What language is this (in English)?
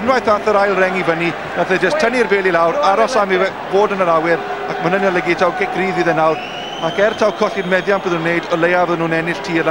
Welsh